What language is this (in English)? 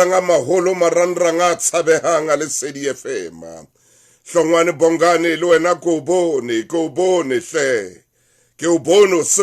Southern Sotho